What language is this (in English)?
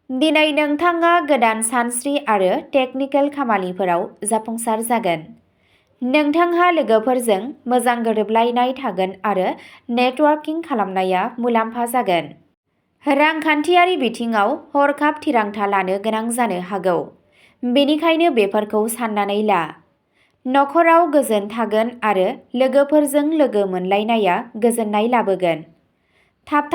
Bodo